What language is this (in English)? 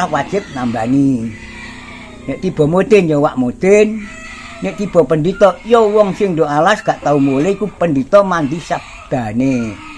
Javanese